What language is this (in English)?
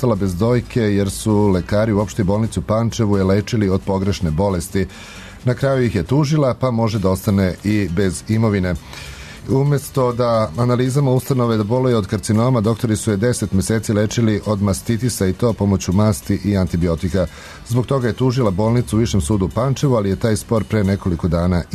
Serbian